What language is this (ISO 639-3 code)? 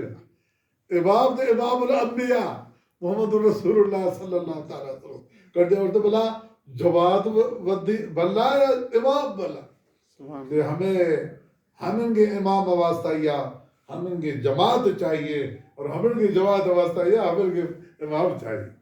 bal